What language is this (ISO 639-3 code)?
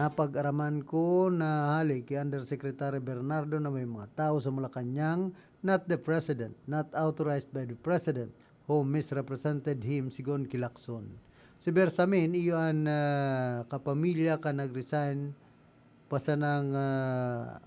bik